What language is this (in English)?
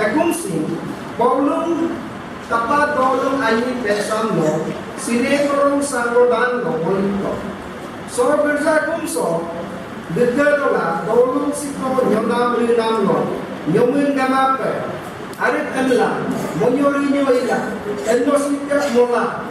Adi